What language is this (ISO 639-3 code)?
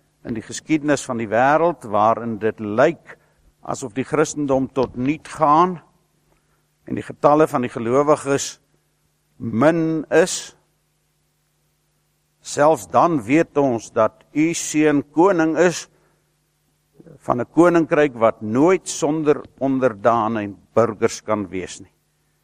afr